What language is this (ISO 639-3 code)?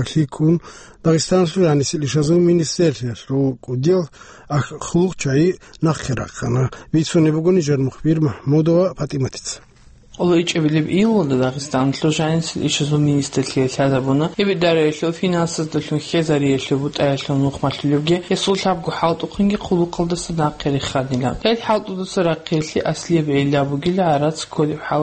ava